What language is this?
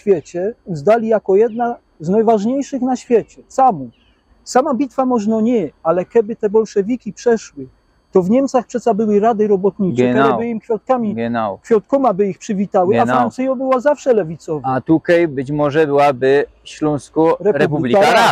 Silesian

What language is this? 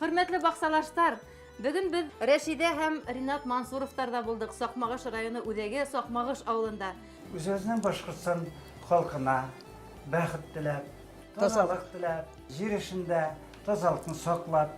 Bashkir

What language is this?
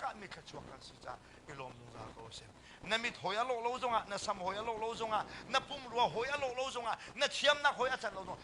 Hakha Chin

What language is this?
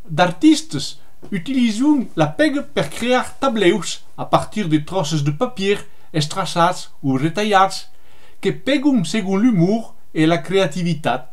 Occitan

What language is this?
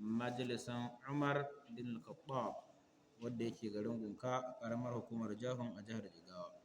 Hausa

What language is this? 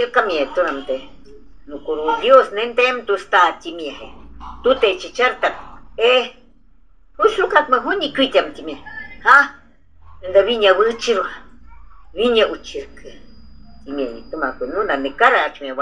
Shuar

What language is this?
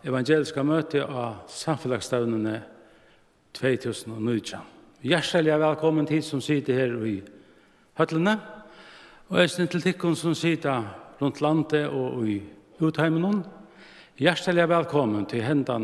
Faroese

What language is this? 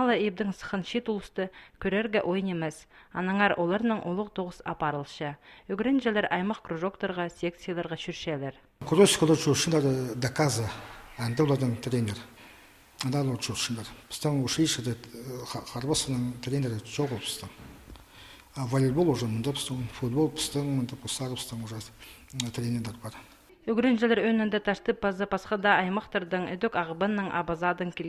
Khakas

